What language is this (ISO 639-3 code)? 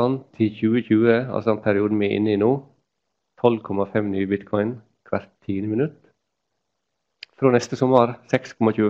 nor